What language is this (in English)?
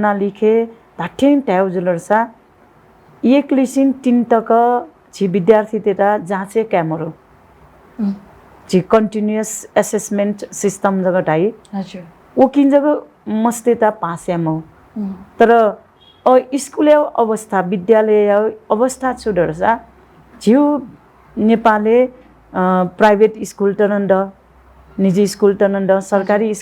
Newari